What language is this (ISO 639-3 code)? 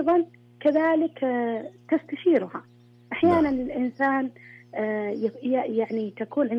ars